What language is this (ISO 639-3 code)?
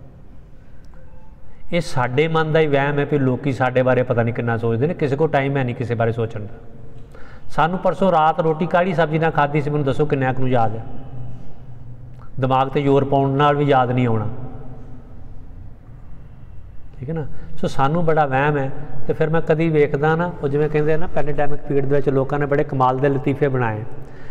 pan